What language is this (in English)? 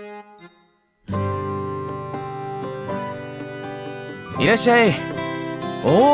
Japanese